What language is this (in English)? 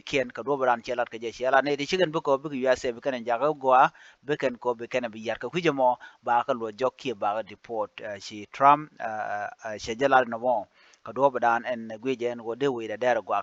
Nuer